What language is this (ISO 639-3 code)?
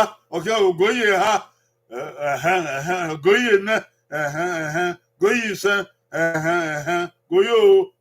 bin